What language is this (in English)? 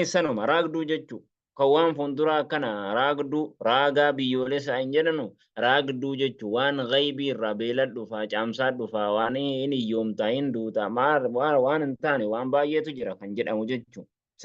Oromo